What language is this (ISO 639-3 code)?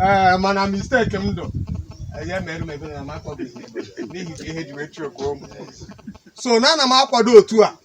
ibo